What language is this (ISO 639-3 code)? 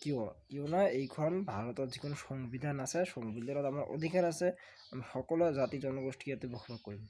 asm